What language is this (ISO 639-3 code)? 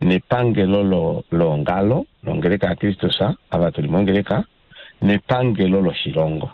kua